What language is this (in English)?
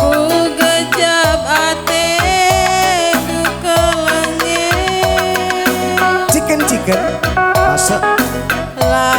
Batak Karo